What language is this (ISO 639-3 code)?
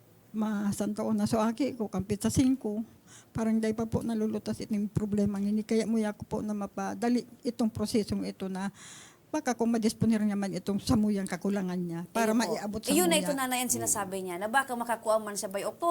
bik